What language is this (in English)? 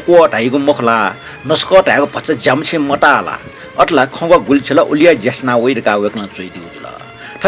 Newari